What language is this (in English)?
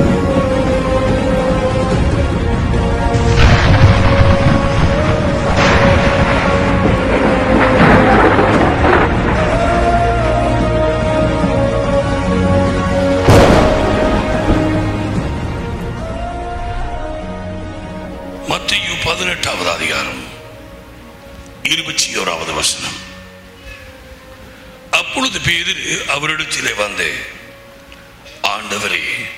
Tamil